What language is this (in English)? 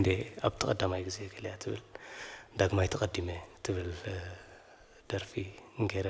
Tigrinya